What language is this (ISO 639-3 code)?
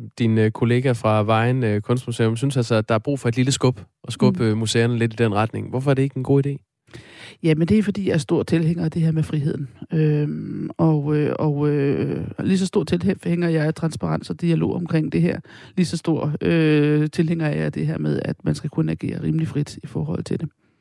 dan